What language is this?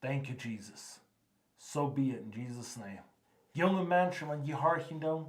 Plautdietsch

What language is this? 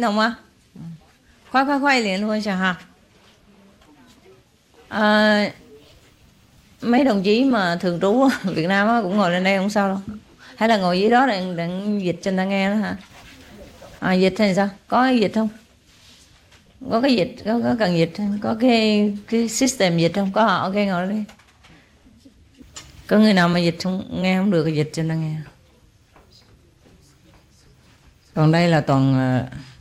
Vietnamese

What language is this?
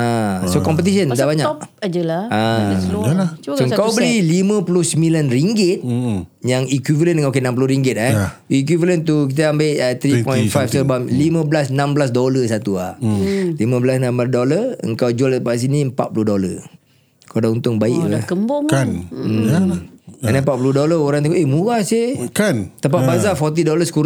Malay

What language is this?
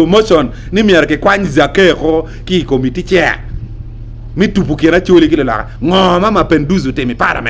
Acoli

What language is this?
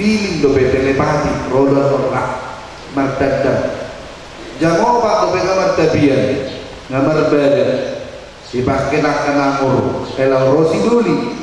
Batak Toba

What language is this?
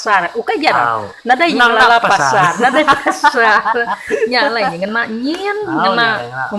Iban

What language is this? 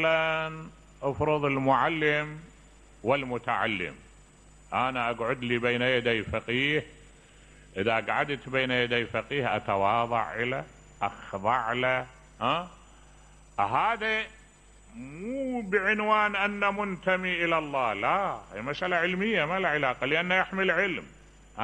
Mesopotamian Arabic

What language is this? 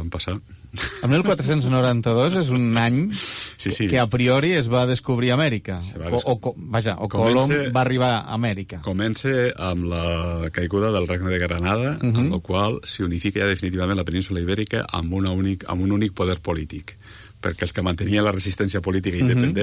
Catalan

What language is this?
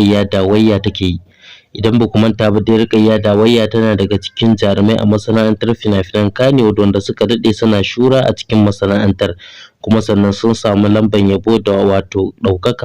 Hausa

